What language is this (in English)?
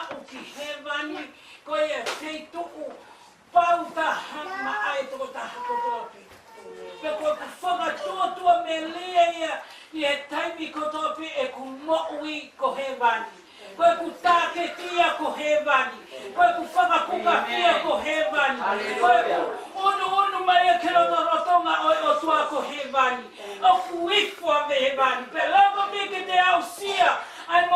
Tongan